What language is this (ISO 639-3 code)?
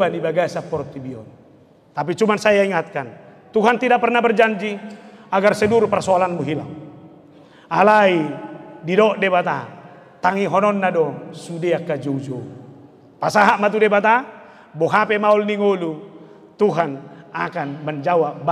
bbc